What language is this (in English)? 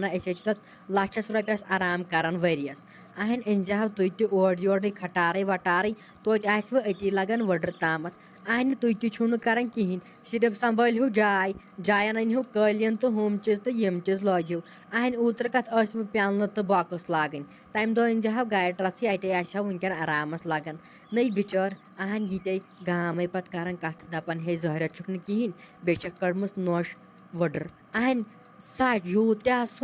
Kashmiri